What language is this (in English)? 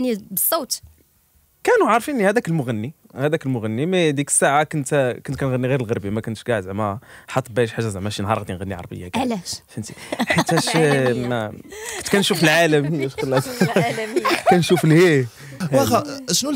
Moroccan Arabic